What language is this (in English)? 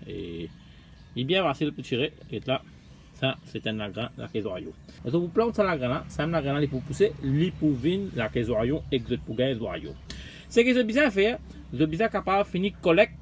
Morisyen